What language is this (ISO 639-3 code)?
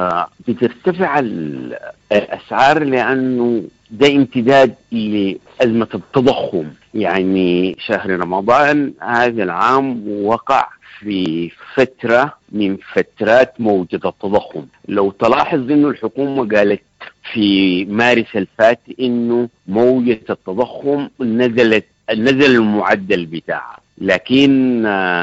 apd